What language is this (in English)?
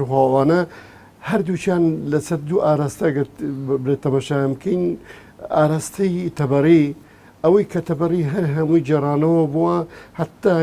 Central Kurdish